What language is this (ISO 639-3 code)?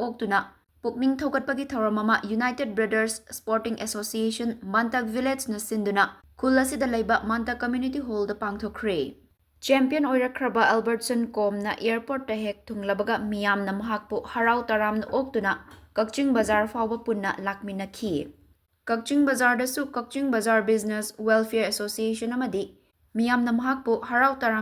mni